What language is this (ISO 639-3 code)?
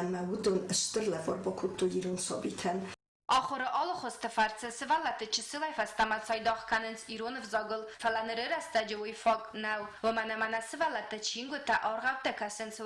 oss